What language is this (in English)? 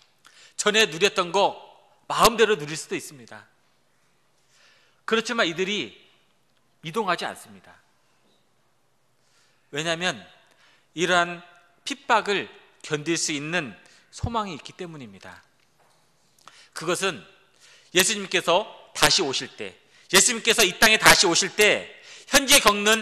Korean